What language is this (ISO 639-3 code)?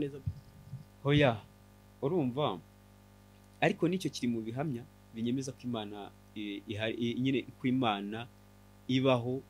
kin